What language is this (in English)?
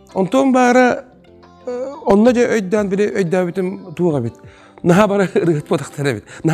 Yakut